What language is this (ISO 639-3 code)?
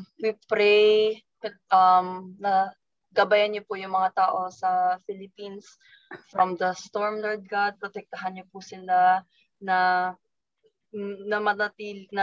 fil